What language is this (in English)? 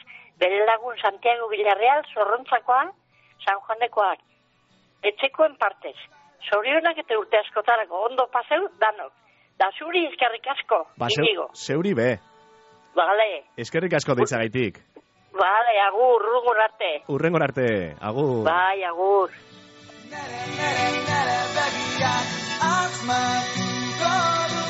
Basque